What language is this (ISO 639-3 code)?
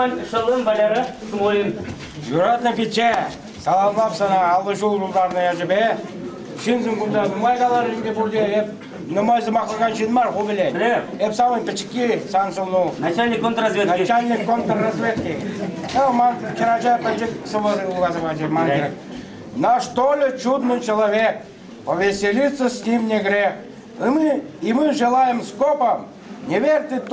chv